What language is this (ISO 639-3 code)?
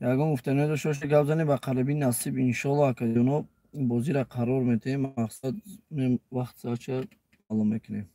tgk